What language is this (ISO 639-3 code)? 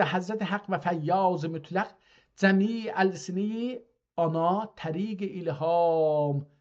azb